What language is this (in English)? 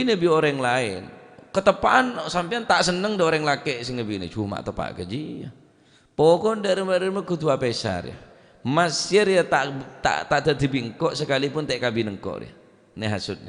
Madurese